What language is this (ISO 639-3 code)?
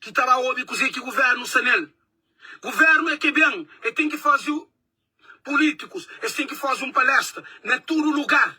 kea